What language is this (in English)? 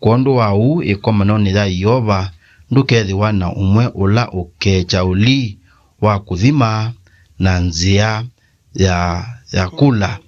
Kamba